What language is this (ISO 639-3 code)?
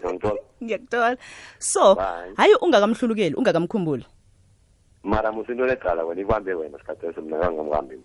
nbl